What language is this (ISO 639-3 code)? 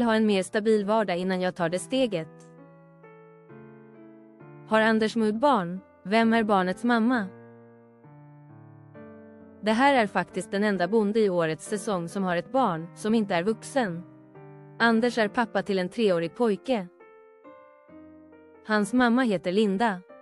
swe